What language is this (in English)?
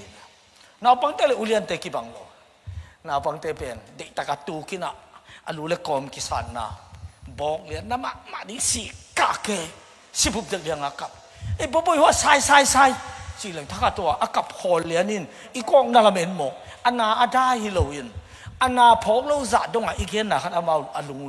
Tedim Chin